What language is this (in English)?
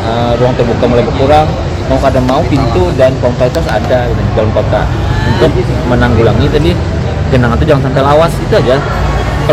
Banjar